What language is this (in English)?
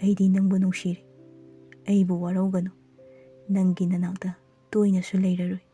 Manipuri